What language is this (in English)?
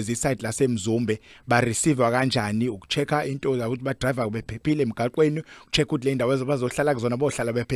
Zulu